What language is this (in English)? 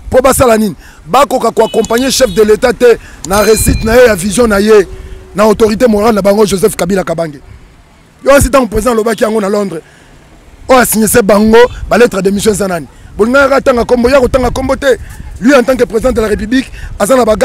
Lingala